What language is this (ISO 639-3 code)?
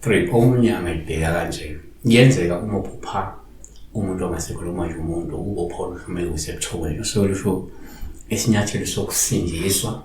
zul